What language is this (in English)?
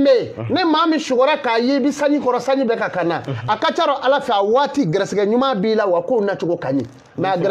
Bambara